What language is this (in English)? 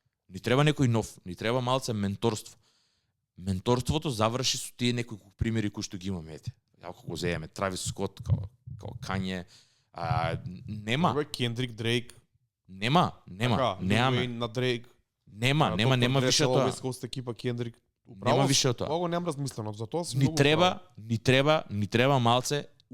Macedonian